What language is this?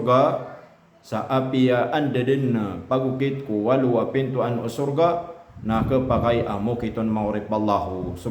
Maranao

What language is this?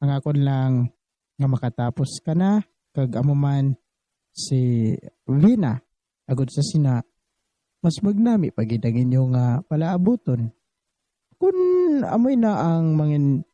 Hiligaynon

